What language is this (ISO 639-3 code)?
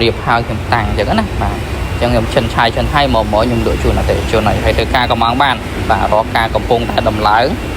khm